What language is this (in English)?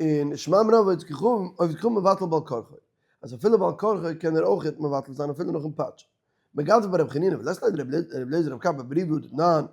Yiddish